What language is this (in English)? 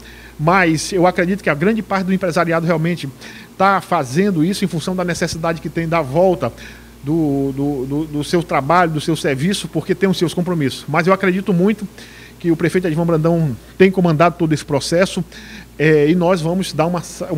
Portuguese